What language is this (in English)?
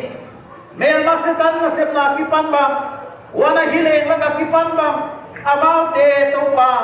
Paite Chin